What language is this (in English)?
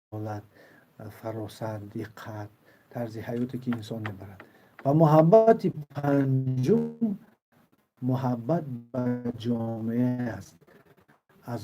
Tajik